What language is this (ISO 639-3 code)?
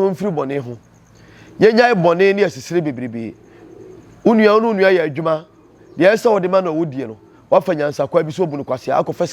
aka